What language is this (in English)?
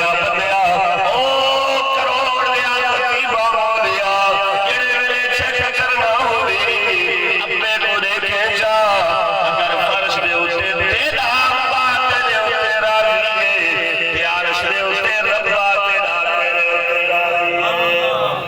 Saraiki